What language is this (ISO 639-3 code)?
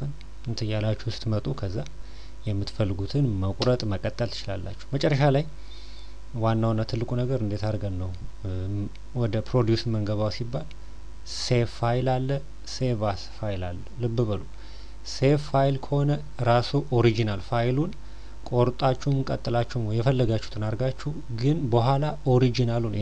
amh